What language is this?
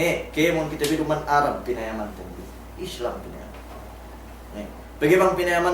Yakan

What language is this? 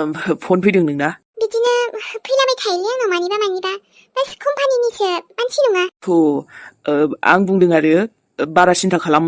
Bodo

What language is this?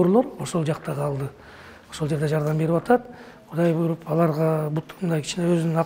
Kyrgyz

